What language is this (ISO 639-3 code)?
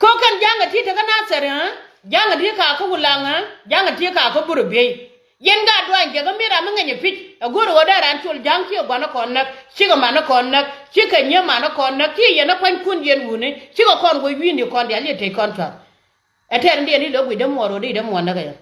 nus